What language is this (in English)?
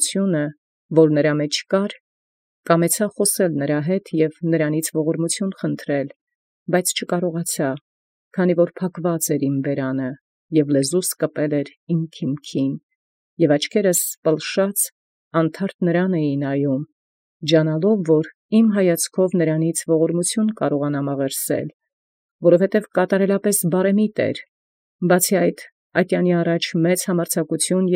Armenian